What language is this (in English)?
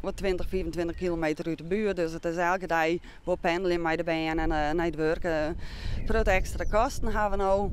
Western Frisian